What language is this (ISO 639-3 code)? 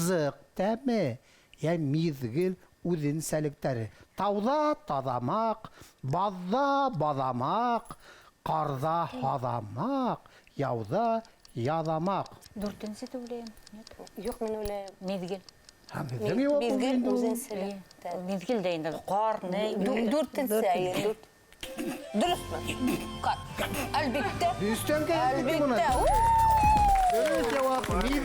bak